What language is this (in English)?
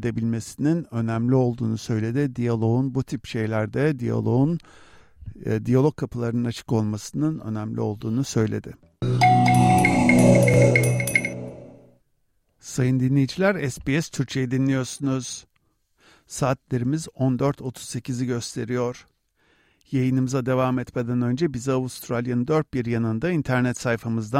Turkish